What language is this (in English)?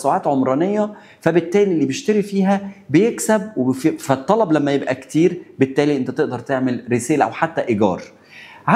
Egyptian Arabic